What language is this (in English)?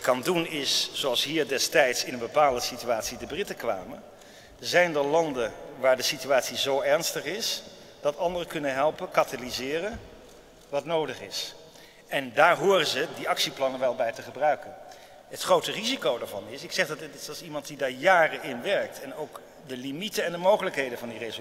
Dutch